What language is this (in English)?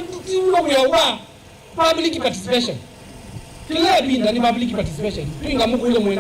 Kamba